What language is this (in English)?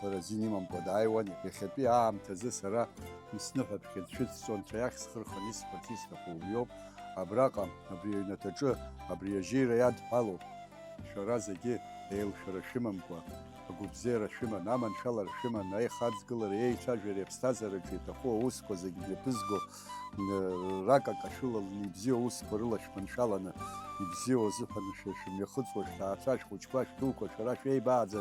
Abkhazian